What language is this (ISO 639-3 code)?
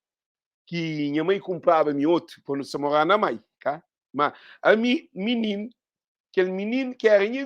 kea